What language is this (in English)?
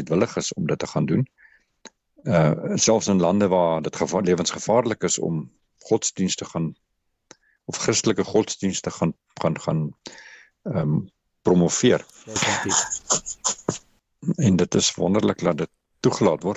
Afrikaans